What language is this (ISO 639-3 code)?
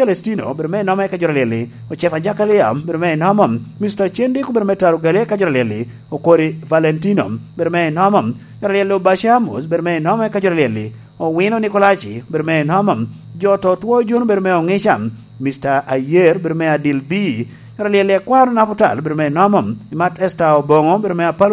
laj